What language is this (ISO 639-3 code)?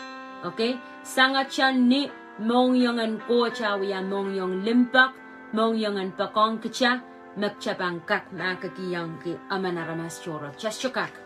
pon